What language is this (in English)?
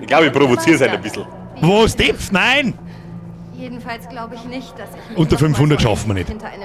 Bavarian